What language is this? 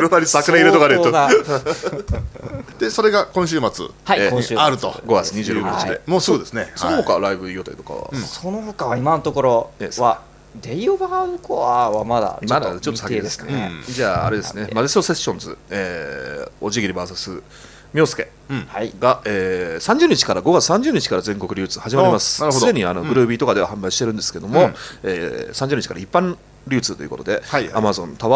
Japanese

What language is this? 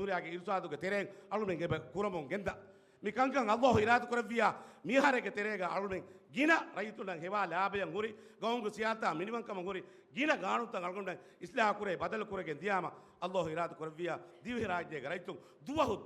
Divehi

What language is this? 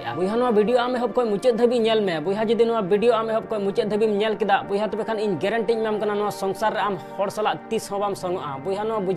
Santali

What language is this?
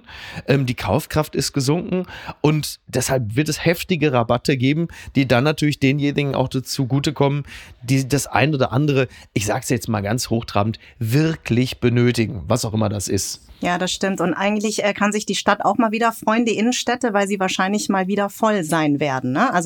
German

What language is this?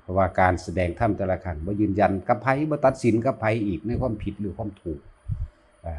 Northeastern Thai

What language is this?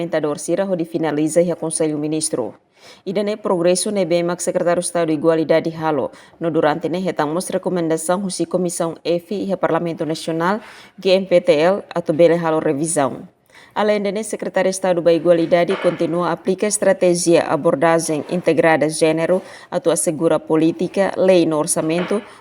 Tetum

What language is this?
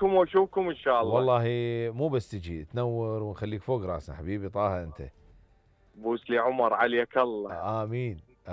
Mesopotamian Arabic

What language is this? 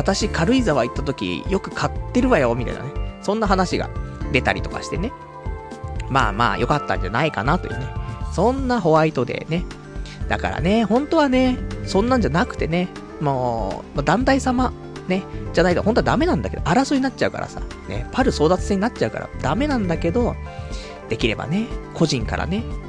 Japanese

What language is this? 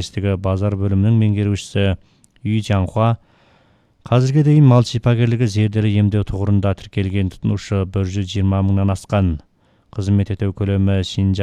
Kazakh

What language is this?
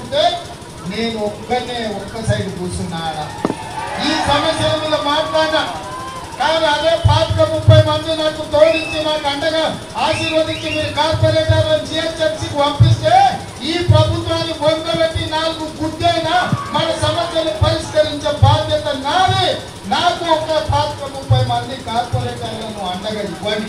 Telugu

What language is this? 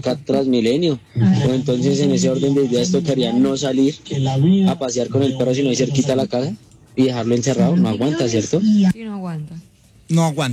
Spanish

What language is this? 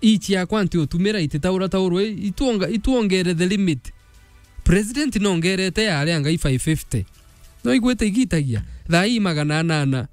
Meru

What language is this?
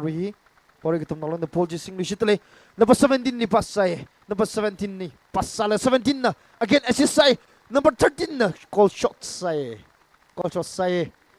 Tangkhul Naga (India)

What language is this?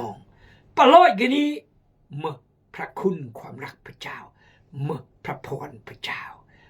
Khmu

